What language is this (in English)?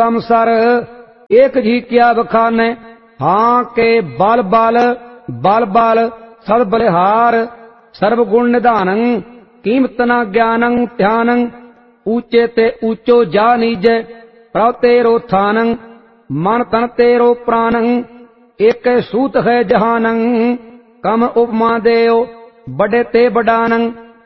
Punjabi